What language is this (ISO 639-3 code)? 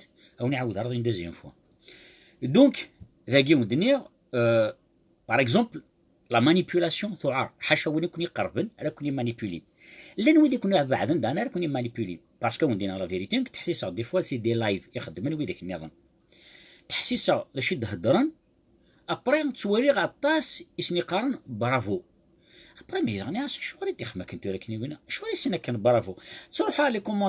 kab